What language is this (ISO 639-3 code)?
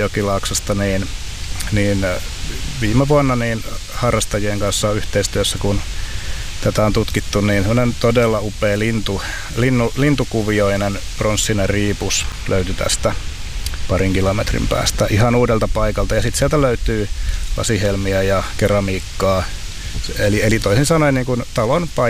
fin